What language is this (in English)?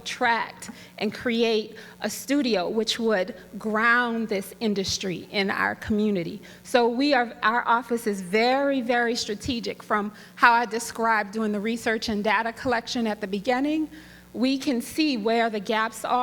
Papiamento